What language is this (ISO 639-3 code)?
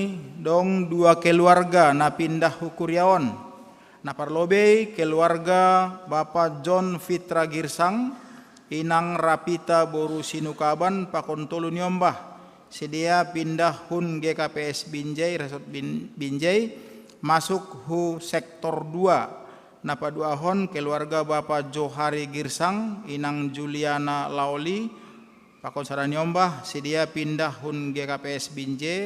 bts